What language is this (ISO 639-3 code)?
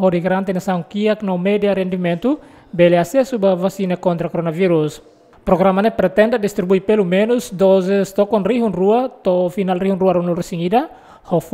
tet